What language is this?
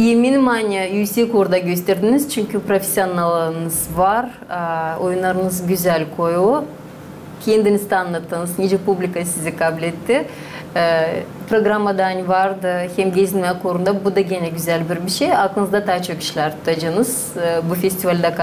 Gagauz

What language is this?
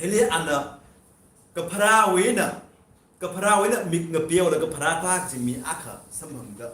Tangkhul Naga (India)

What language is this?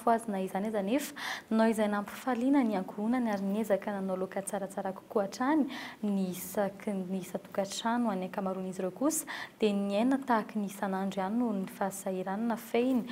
Malagasy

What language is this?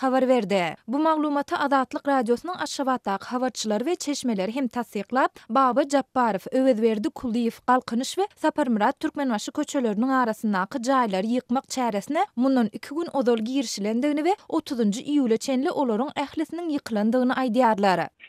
Turkmen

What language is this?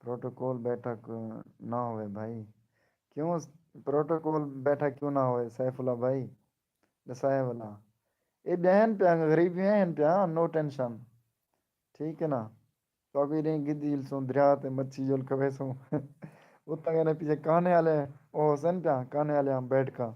Saraiki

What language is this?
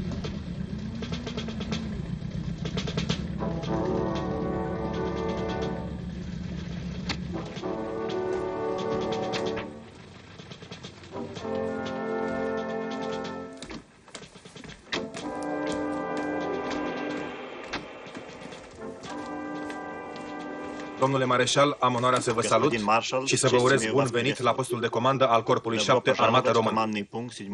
Romanian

